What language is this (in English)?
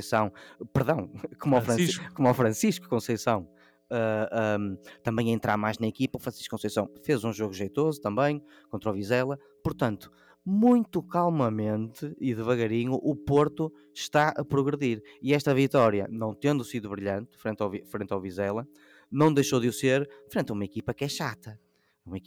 Portuguese